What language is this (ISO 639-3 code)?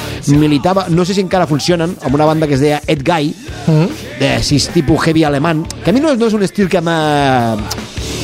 cat